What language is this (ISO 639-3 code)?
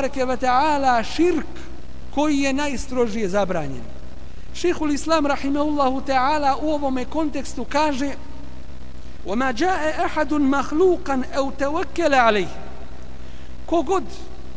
bos